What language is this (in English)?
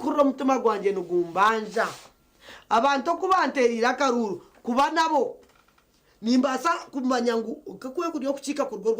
Nyankole